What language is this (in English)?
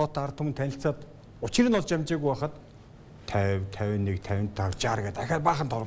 Mongolian